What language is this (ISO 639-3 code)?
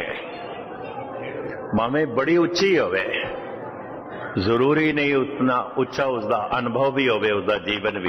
pan